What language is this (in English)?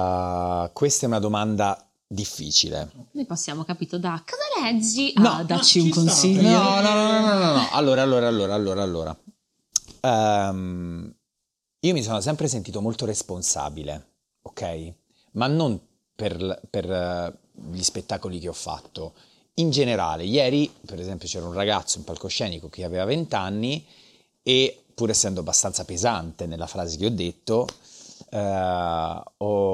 Italian